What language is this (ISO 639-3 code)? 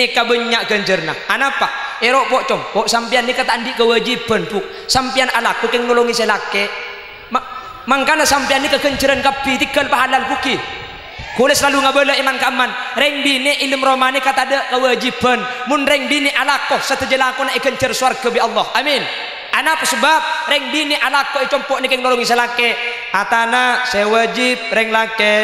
mad